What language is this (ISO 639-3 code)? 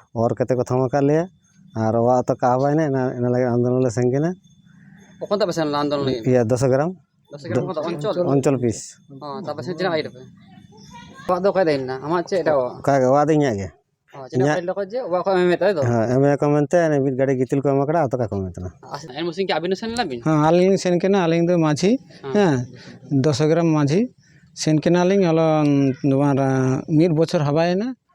sat